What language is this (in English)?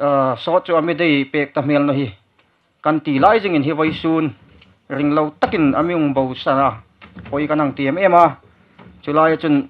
Hmar